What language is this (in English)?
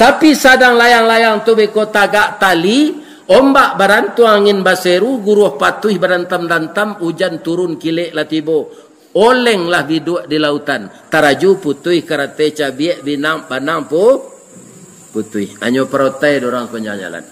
Minangkabau